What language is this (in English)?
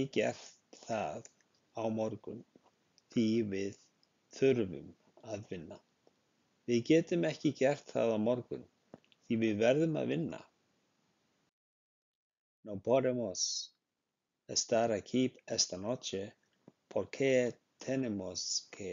Icelandic